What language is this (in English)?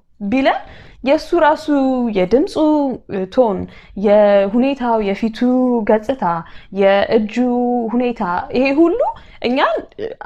Amharic